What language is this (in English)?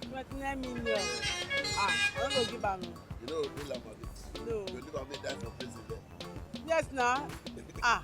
Nigerian Pidgin